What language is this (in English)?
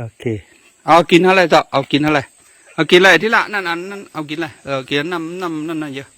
Shan